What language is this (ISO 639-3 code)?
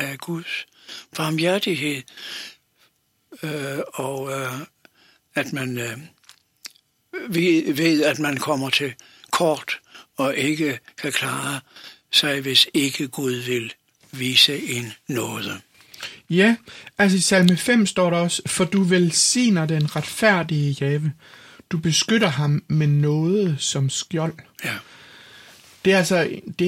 dan